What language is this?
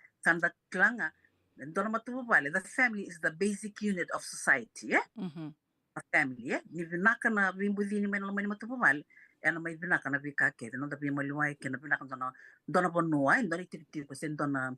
Fijian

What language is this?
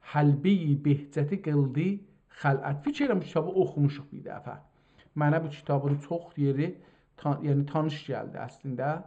South Azerbaijani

